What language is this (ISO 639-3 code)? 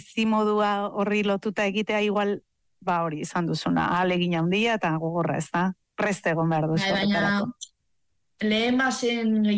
eus